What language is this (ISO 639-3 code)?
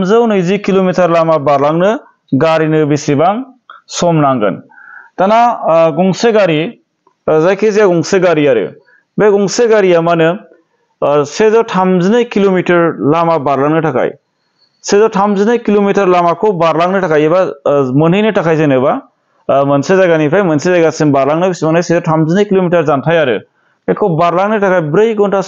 brx